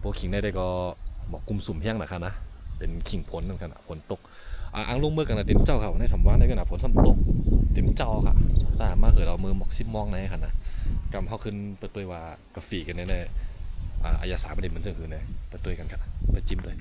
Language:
Shan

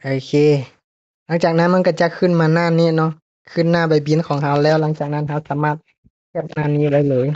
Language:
Lao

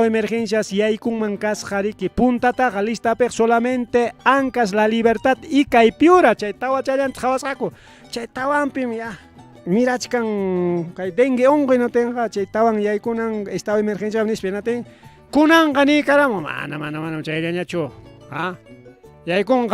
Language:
Ayacucho Quechua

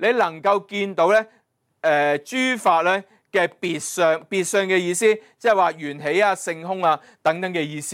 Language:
Cantonese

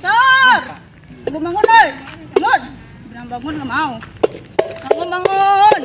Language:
Minangkabau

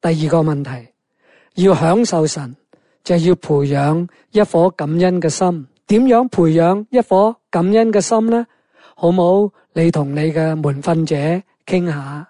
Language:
Cantonese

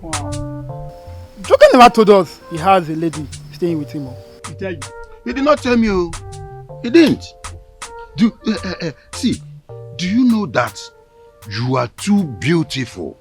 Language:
Nigerian Pidgin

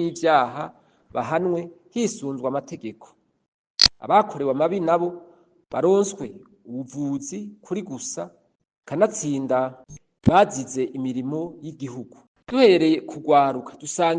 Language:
Rundi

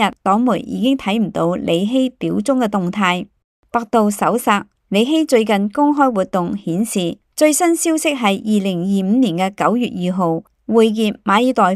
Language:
Cantonese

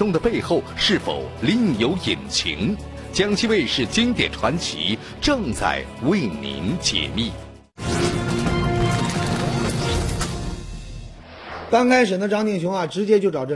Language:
Chinese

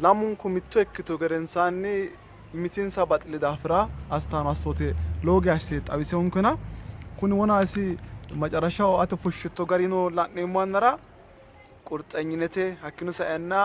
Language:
Sidamo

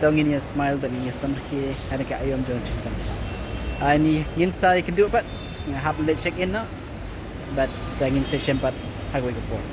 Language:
Khasi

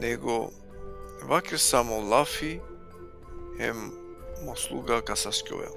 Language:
Balkan Romani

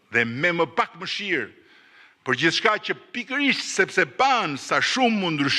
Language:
Albanian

